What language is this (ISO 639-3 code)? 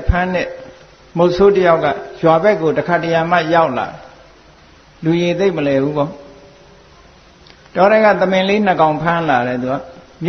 mya